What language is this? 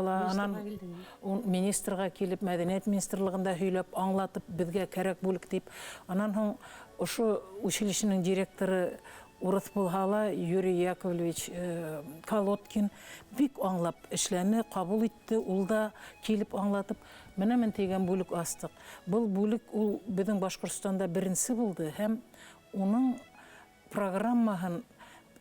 Bashkir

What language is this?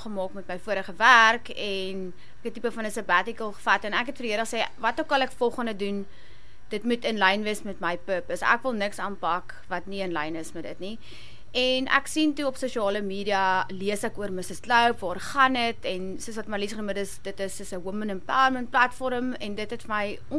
Afrikaans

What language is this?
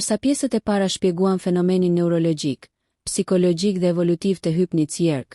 Albanian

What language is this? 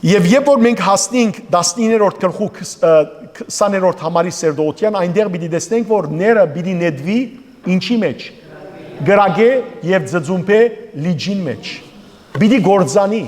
Western Armenian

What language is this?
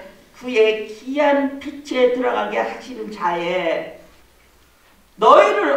Korean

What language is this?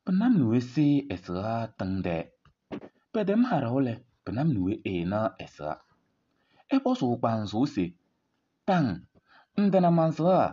Kabiyè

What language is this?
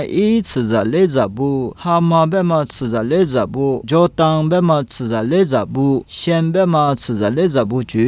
Lisu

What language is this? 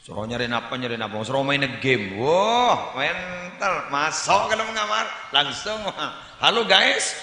Madurese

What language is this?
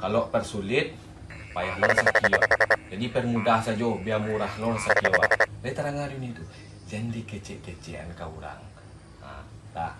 Minangkabau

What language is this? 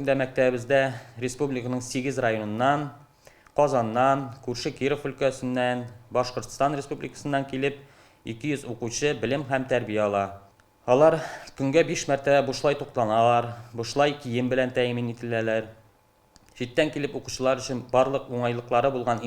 Tatar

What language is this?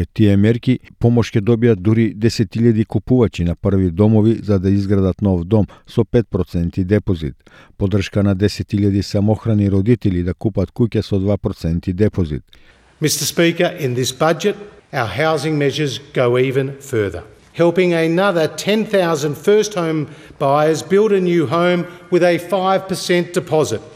Macedonian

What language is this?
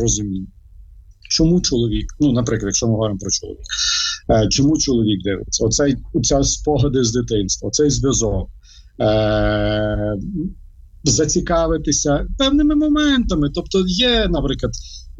Ukrainian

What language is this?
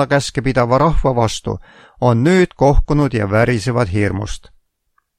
Estonian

